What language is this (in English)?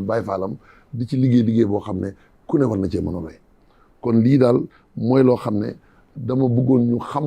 Wolof